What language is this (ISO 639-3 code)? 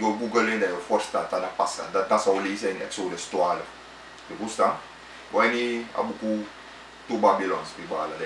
srn